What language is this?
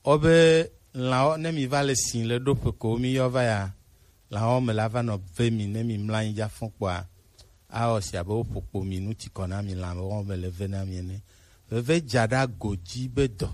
Gen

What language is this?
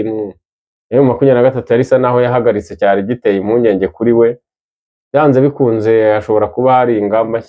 Kinyarwanda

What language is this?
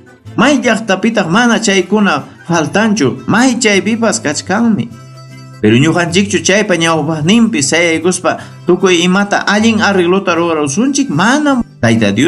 Ayacucho Quechua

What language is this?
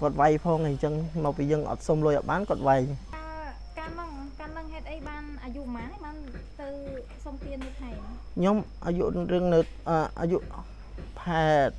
Khmer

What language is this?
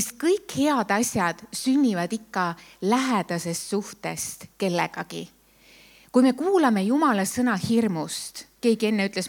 Estonian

